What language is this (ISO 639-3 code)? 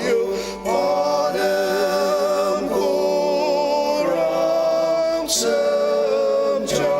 njo